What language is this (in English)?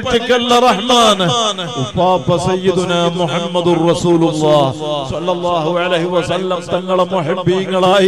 Malayalam